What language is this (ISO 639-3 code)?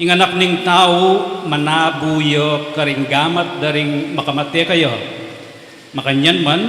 pam